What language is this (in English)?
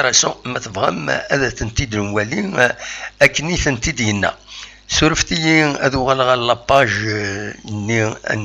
Kabyle